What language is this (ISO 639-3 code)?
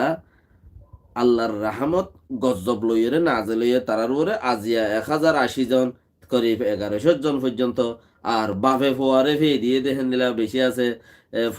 rhg